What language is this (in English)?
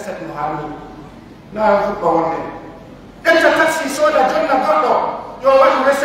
Fula